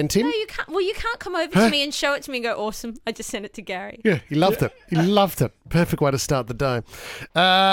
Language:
English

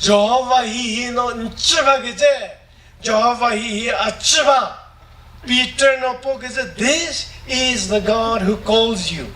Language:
Chokri Naga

